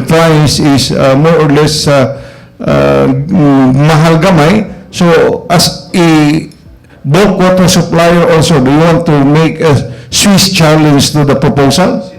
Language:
Cebuano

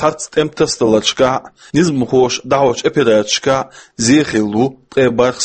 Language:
Chechen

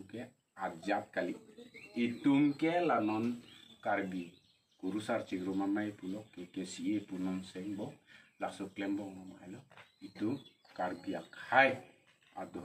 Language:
Karbi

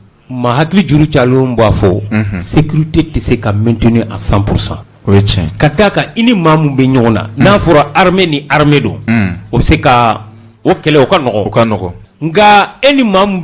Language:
Bambara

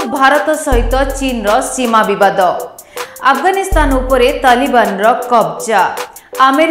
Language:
Odia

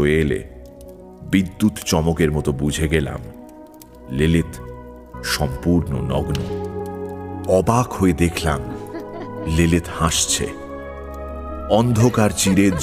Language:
Bangla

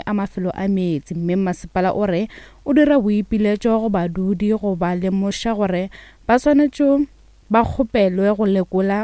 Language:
Northern Sotho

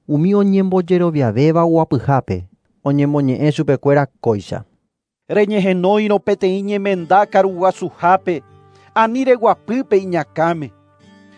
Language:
Guarani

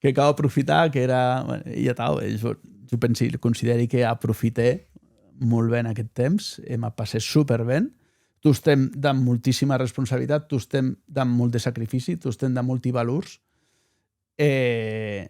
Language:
Occitan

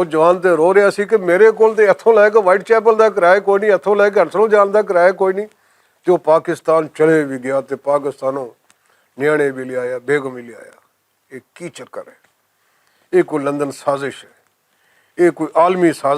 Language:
Western Panjabi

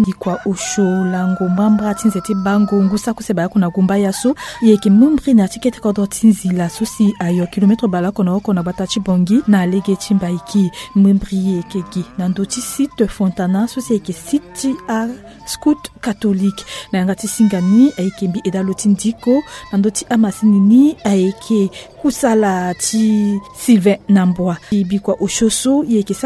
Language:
Sango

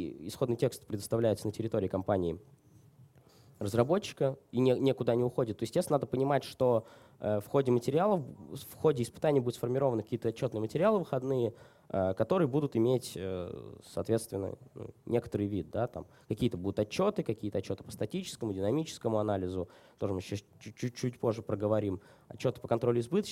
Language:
Russian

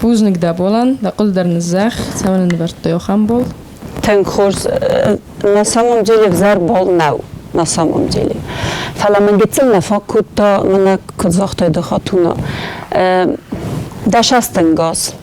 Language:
Ossetic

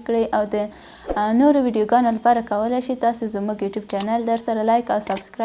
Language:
Pashto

